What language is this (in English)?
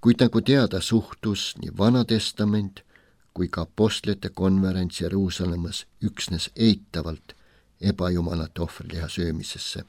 Estonian